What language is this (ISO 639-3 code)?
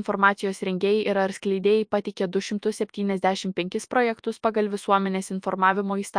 lit